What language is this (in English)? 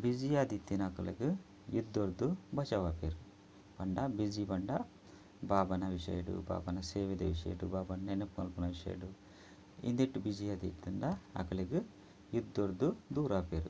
Tulu